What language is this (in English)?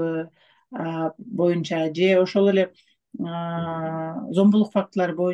Kyrgyz